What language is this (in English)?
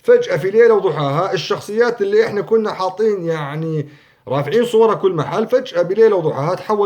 North Levantine Arabic